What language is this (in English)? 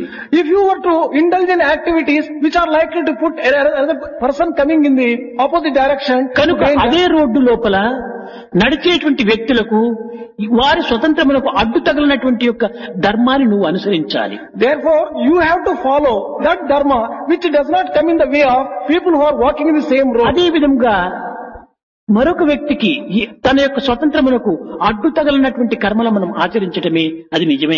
Telugu